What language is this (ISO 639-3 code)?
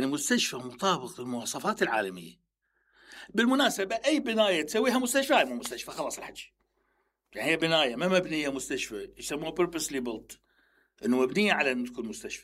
acm